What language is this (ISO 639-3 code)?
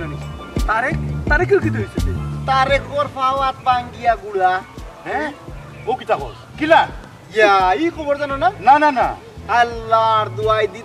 syl